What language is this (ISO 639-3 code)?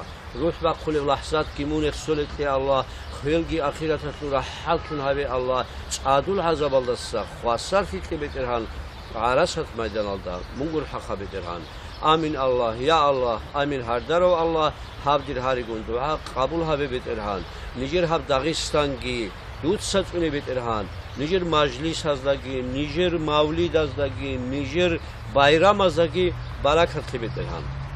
ava